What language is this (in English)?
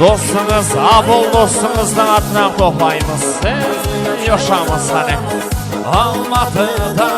Kara-Kalpak